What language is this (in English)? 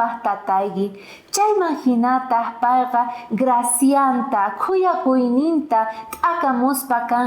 South Bolivian Quechua